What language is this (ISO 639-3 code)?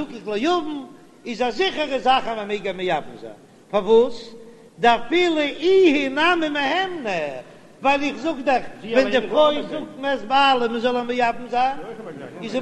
yid